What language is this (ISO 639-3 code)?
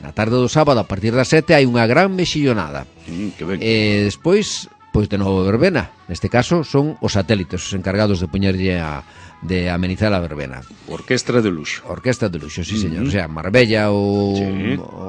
glg